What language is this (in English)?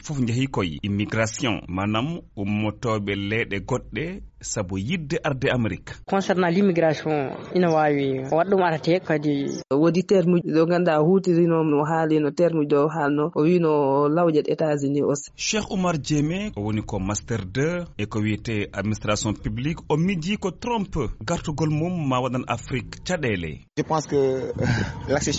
Fula